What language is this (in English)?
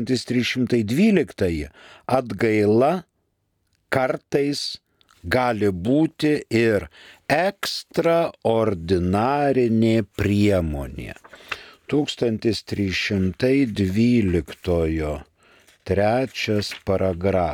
Lithuanian